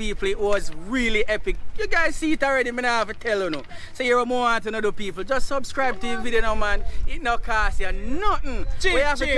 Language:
Jamaican Creole English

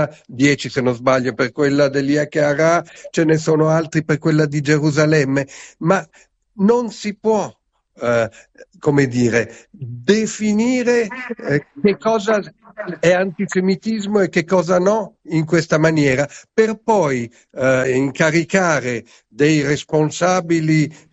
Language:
Italian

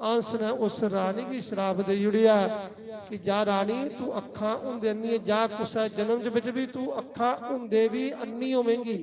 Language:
Dogri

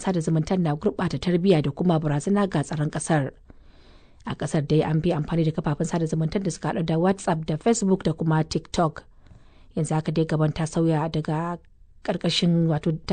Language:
Hausa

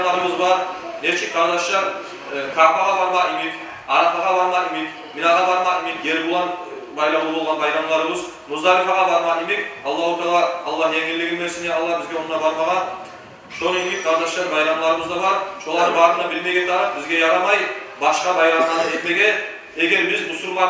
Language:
Kumyk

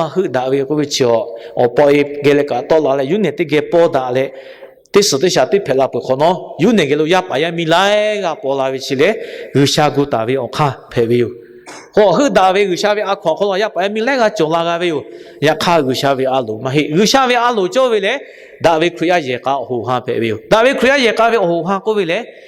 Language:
Lahu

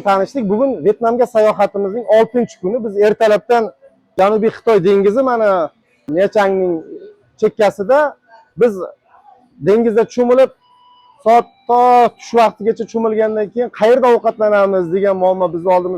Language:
Uzbek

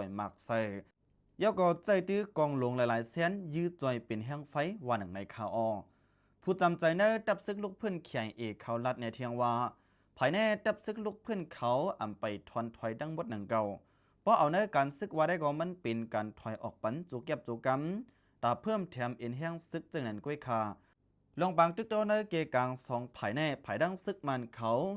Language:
Shan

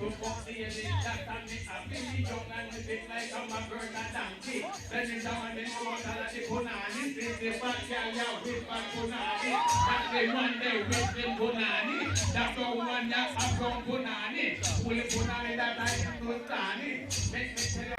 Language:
Jamaican Creole English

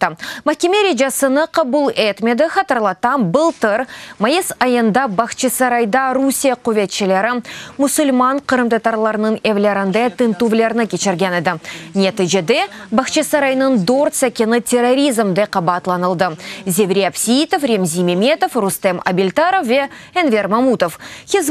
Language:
Crimean Tatar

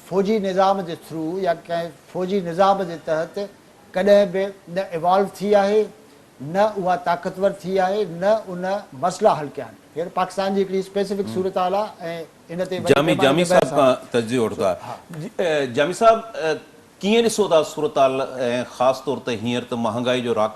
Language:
Sindhi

